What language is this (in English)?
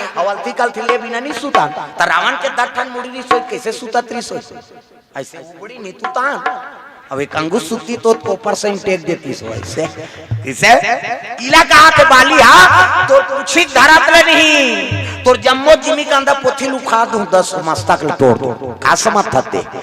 Chhattisgarhi